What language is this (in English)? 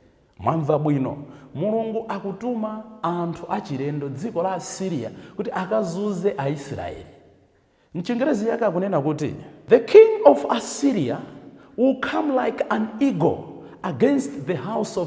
Nyanja